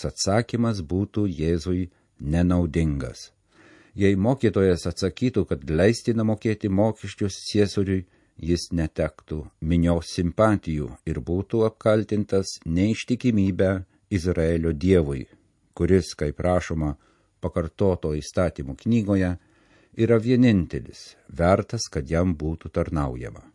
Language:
Lithuanian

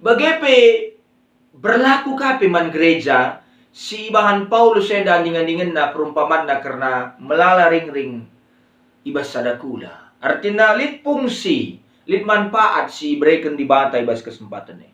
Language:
Batak Karo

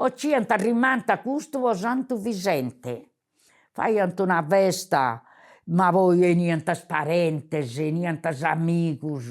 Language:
Sardinian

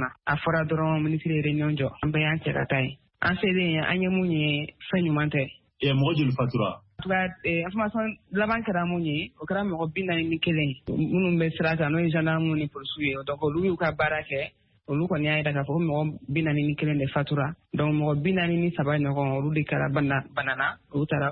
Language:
Bambara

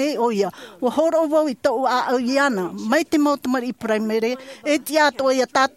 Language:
Tahitian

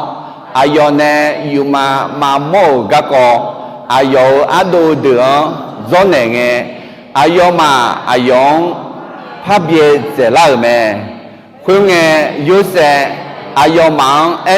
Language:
Akha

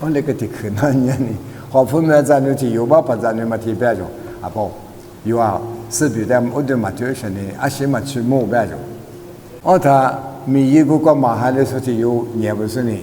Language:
Lisu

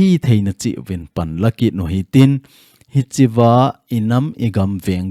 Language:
Thado Chin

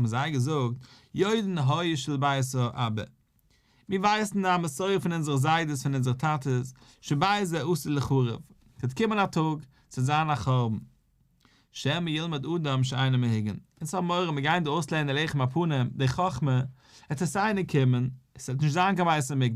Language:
Yiddish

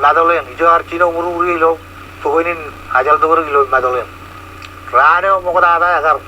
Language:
Marshallese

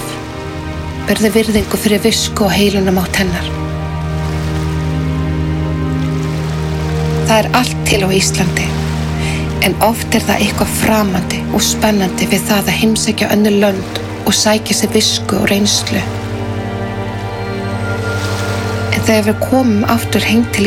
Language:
Icelandic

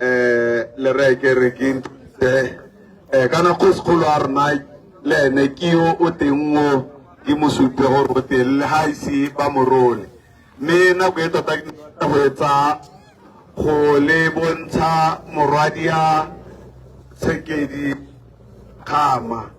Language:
Tswana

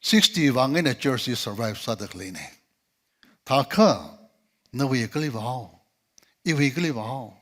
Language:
Tangkhul Naga (India)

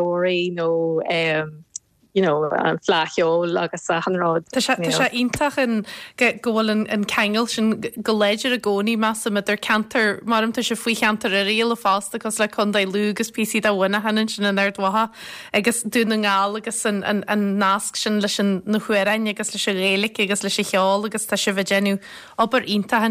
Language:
Irish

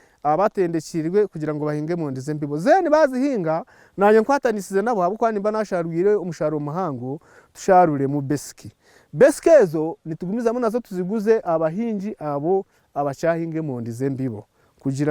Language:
Nyankole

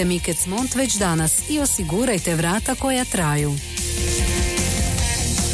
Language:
Croatian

